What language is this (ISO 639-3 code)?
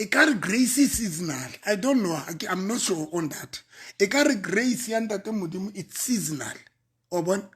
sot